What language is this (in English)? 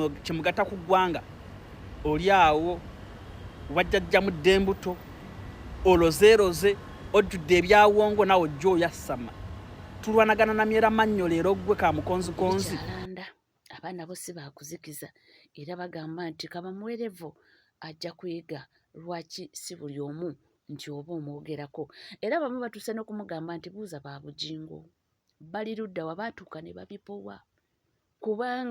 Ganda